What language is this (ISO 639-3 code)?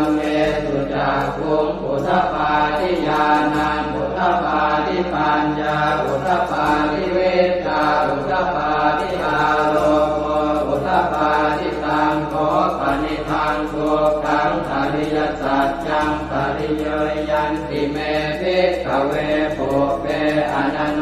pli